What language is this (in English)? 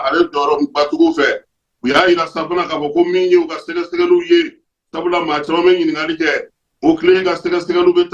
Bambara